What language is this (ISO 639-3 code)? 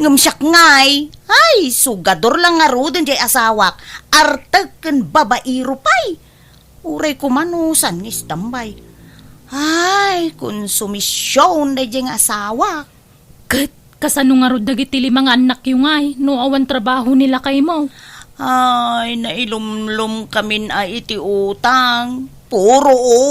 ilo